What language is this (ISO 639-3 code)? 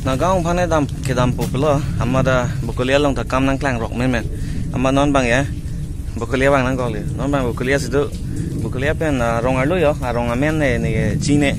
mjw